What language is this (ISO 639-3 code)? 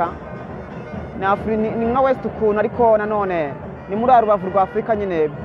kin